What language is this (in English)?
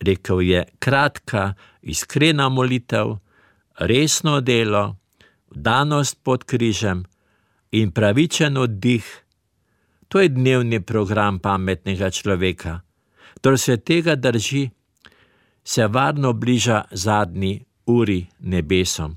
Slovenian